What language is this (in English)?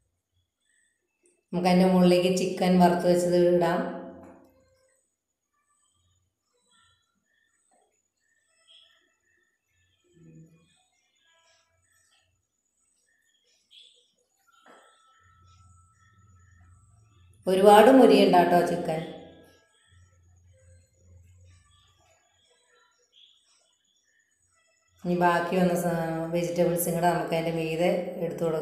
Malayalam